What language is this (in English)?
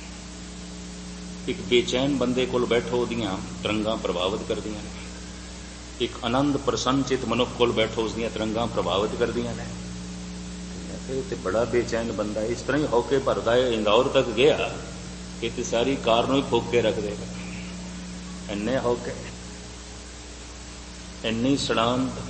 Punjabi